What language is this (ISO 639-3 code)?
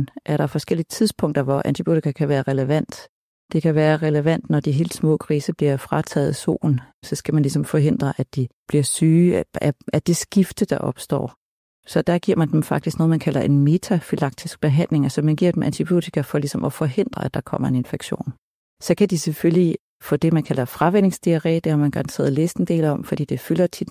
dan